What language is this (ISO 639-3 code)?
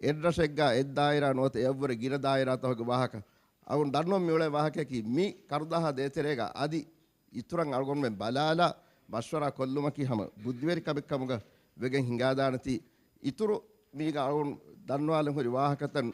div